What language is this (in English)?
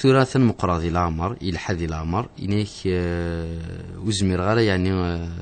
Kabyle